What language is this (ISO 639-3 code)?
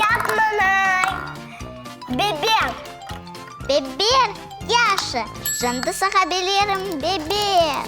crh